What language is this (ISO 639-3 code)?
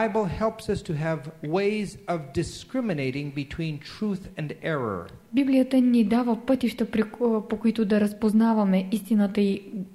bul